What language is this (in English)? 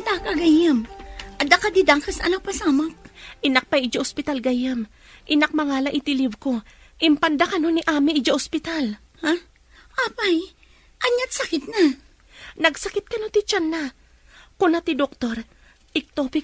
Iloko